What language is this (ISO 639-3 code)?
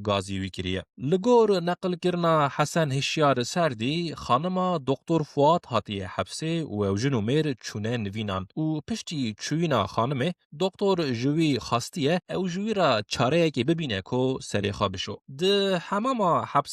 kur